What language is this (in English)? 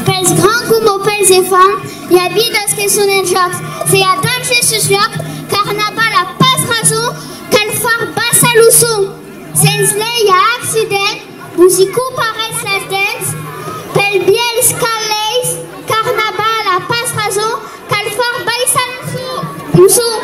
Occitan